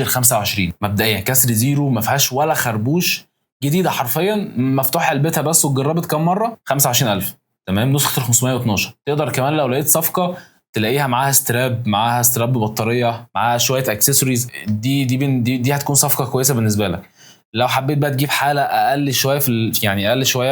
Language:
Egyptian Arabic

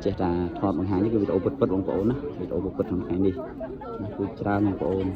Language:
Khmer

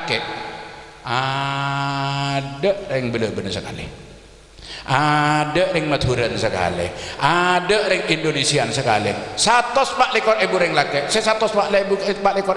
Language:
Madurese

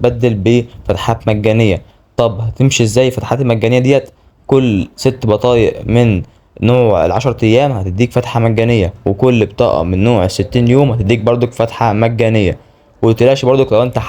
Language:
Egyptian Arabic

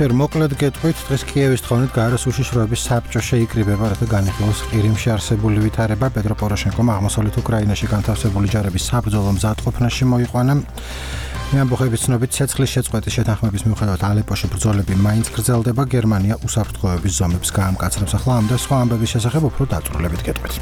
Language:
Georgian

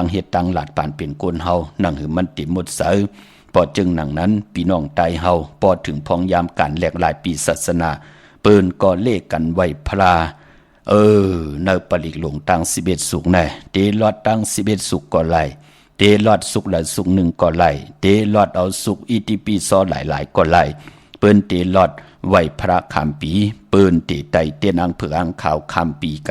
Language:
Shan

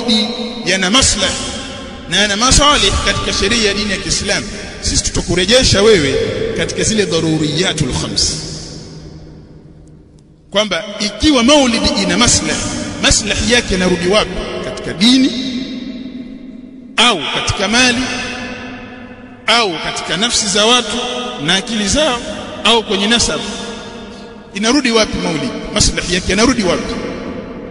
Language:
Swahili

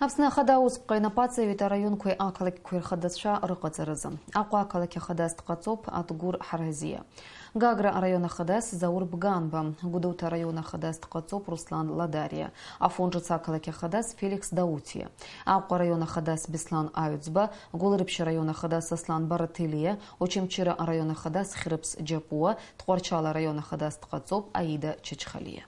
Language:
Abkhazian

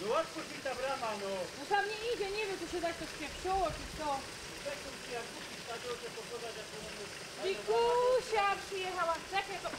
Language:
Silesian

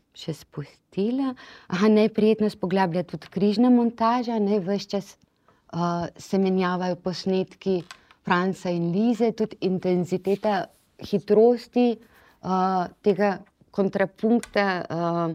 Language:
Slovenian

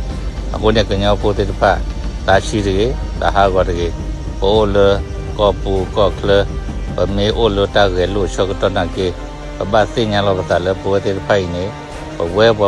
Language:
S'gaw Karen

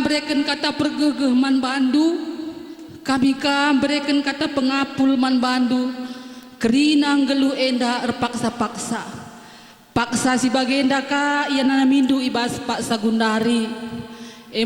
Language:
Batak Karo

